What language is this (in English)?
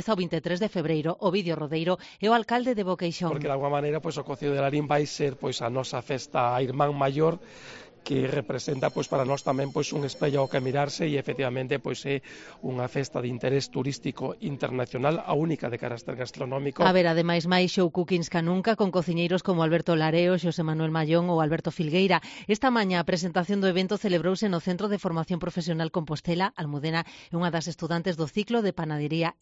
Galician